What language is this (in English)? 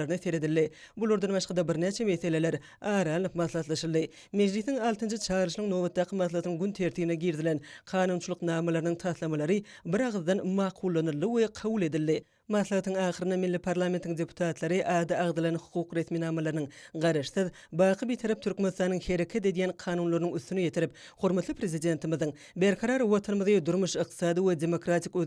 Turkmen